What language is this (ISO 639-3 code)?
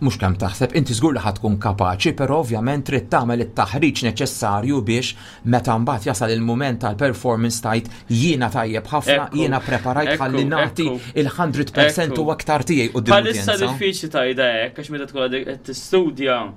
mlt